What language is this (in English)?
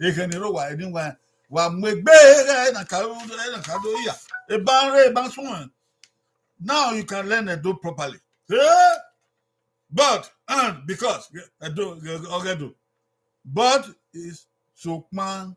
Bini